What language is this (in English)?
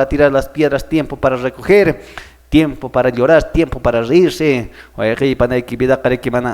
Quechua